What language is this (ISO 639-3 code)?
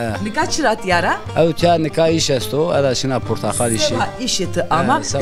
zza